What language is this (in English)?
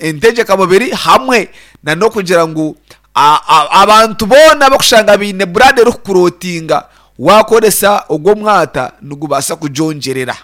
Nyankole